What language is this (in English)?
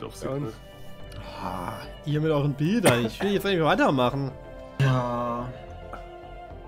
German